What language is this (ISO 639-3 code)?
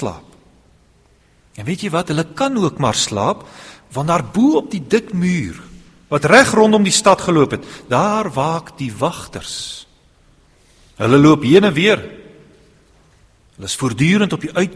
afr